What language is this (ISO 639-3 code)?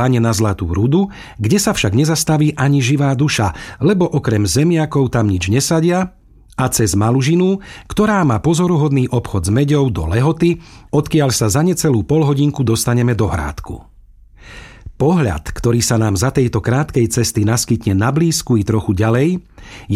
slk